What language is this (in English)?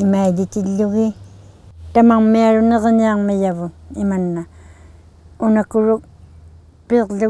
Inuktitut